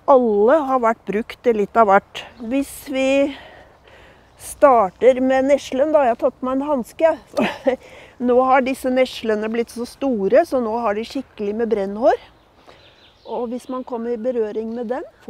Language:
Norwegian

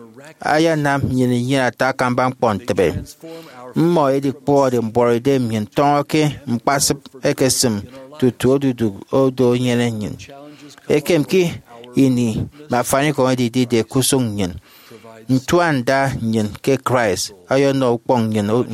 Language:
Efik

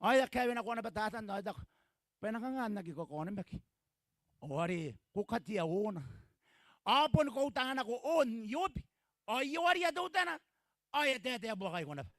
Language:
Gilbertese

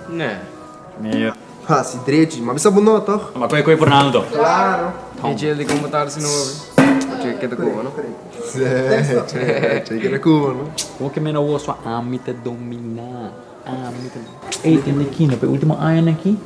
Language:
Papiamento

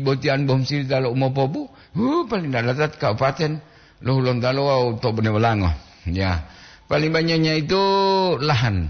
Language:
Gorontalo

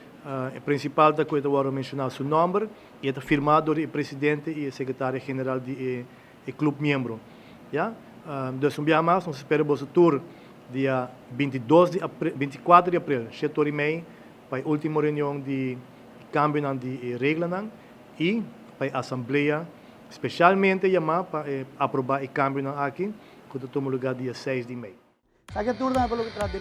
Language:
Papiamento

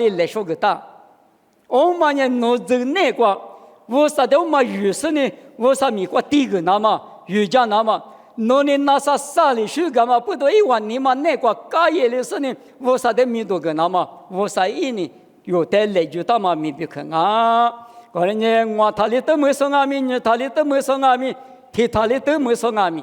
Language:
Lisu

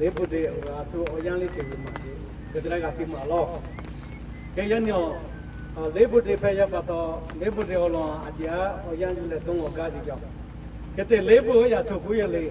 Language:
Lahu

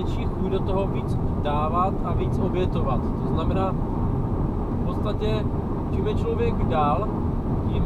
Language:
Czech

